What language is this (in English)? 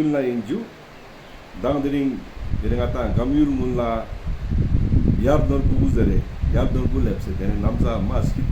Ladakhi